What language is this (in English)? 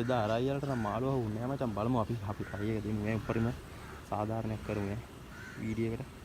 Sinhala